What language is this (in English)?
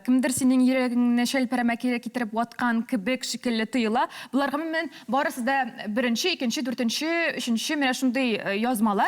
Tatar